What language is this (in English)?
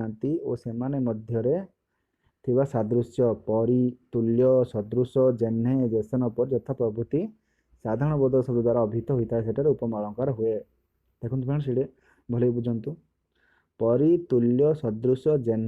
Odia